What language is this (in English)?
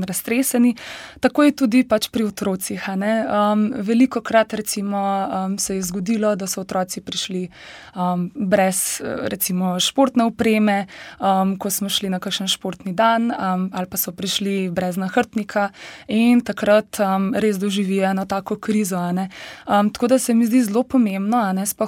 Slovenian